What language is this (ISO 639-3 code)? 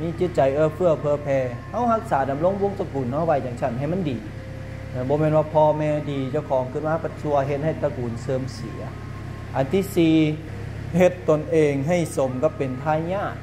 lao